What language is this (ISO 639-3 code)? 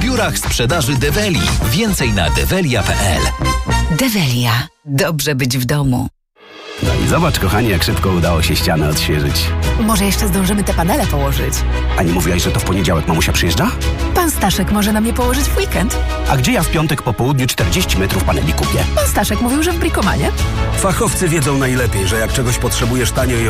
pol